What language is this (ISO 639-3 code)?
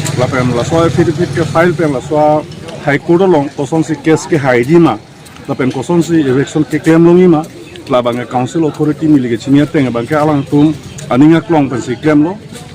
mjw